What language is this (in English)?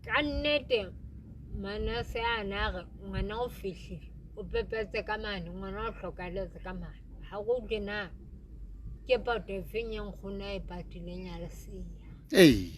Southern Sotho